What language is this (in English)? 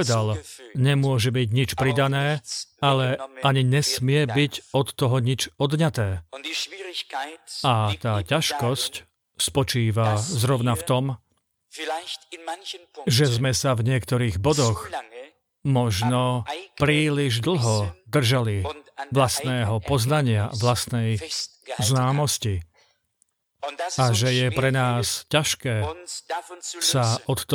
Slovak